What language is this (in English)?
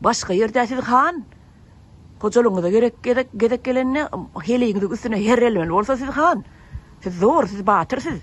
Turkmen